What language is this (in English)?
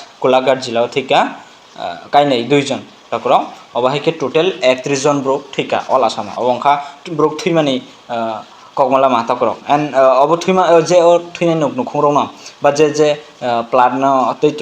Kok Borok